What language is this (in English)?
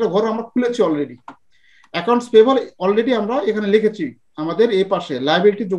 Bangla